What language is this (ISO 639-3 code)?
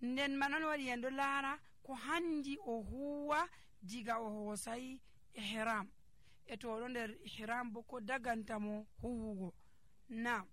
fuv